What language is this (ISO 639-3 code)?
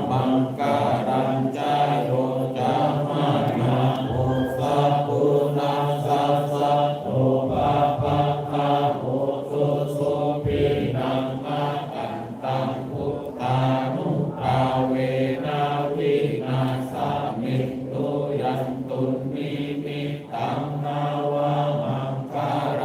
pli